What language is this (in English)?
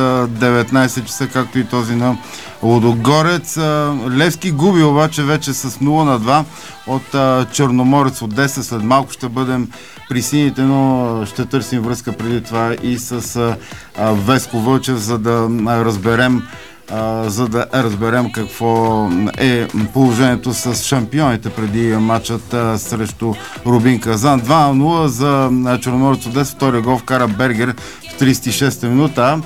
Bulgarian